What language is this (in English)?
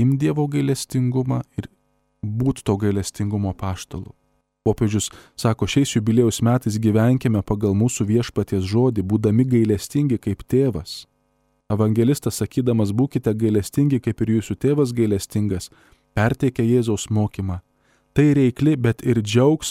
Lithuanian